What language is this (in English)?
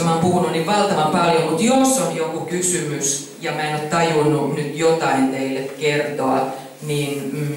Finnish